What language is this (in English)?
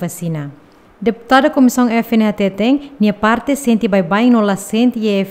Tetum